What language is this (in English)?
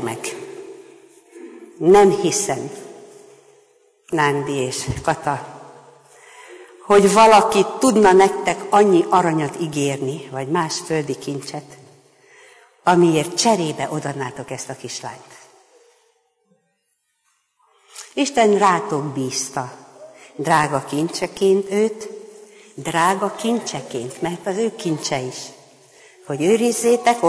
Hungarian